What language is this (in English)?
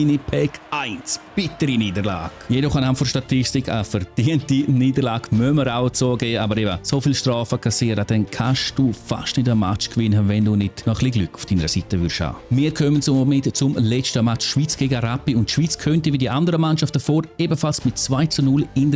Swiss German